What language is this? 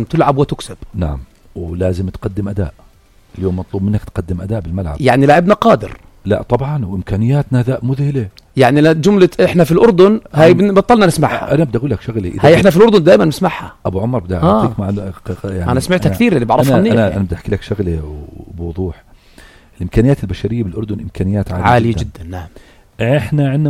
North Levantine Arabic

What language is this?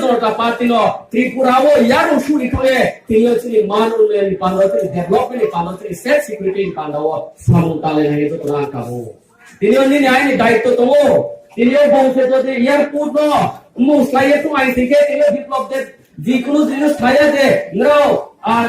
Riang (India)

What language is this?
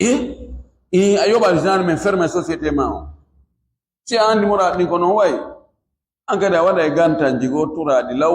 Fula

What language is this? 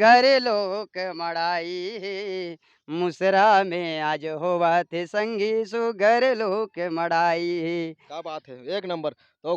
Chhattisgarhi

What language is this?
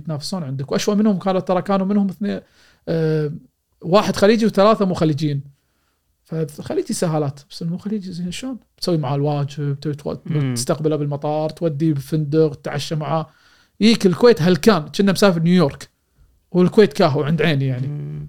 Gulf Arabic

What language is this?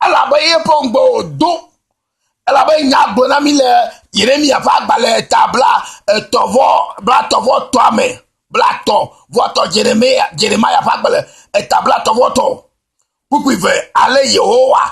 Ewe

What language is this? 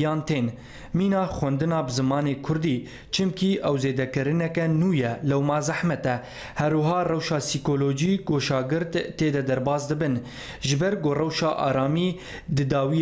Kurdish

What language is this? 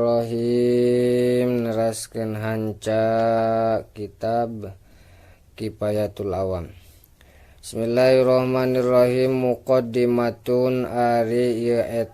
Sundanese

